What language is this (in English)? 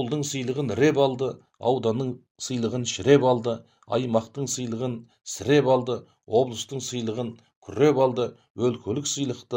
Kazakh